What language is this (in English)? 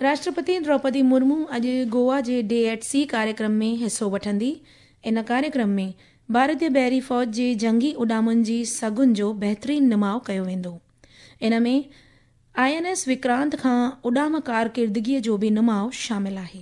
Sindhi